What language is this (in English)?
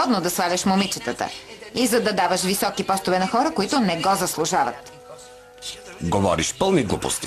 Bulgarian